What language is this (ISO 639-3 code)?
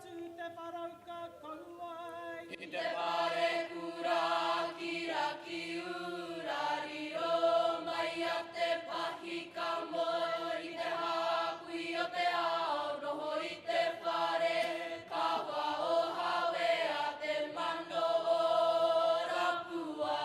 mri